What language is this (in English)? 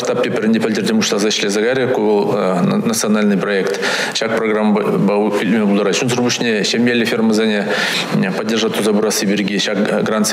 Chuvash